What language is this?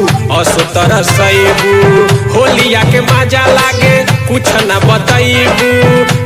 Bhojpuri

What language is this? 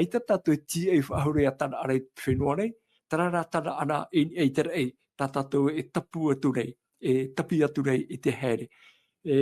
Tahitian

